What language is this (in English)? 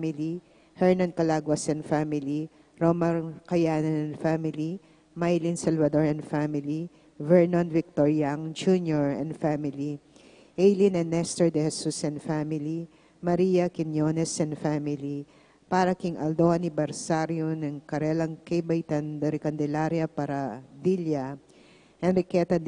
Pampanga